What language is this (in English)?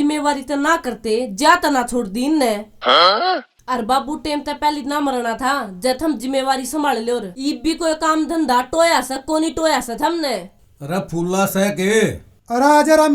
Haryanvi